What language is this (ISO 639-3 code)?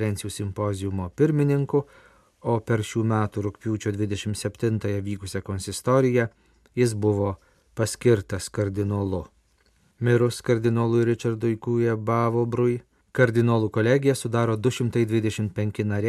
lit